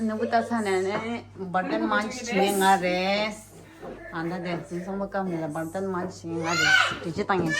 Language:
Tibetan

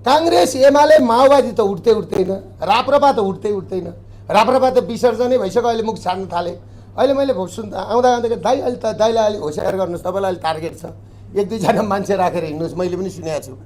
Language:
Nepali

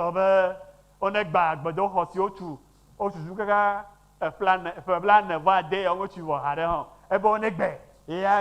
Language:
Ewe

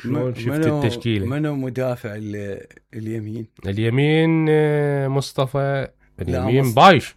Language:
Mesopotamian Arabic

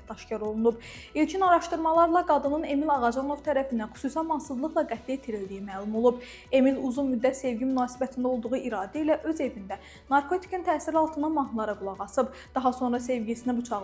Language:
Azerbaijani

